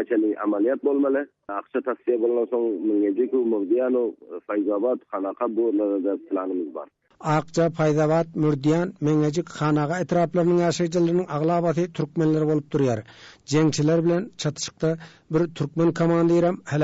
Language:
Turkmen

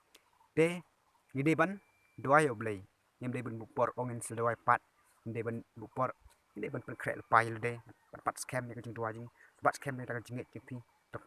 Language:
Khasi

